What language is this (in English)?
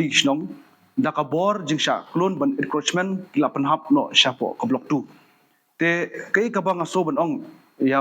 Khasi